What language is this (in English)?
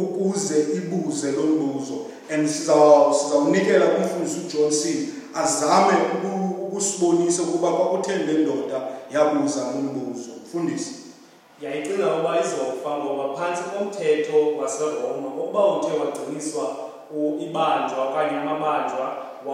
Xhosa